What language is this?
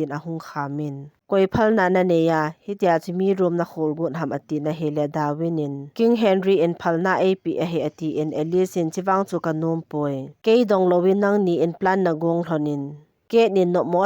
Thado Chin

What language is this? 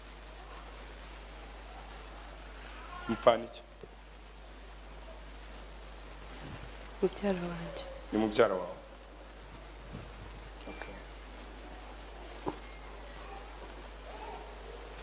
Kinyarwanda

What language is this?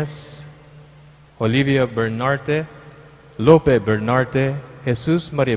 Pampanga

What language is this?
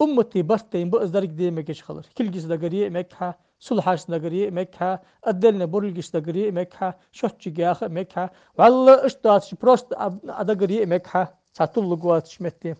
Ingush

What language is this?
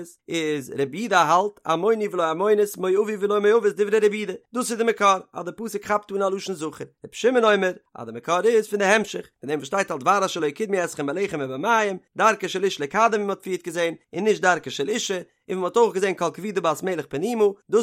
Yiddish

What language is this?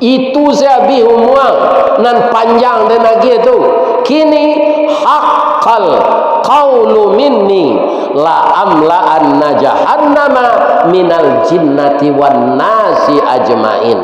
Minangkabau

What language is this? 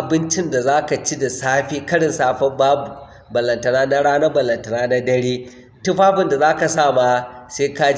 Hausa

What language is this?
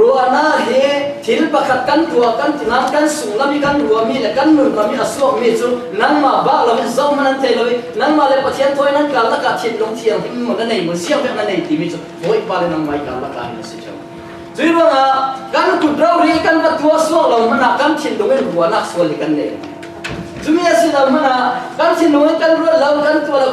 Falam Chin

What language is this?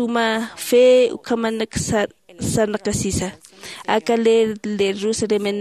Aymara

